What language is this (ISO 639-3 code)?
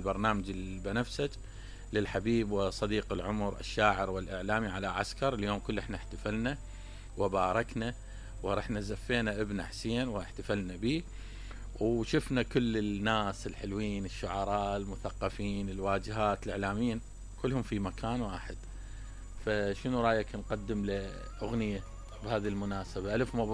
acm